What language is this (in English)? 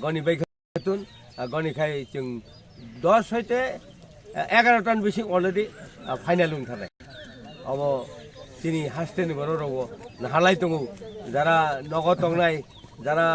Kok Borok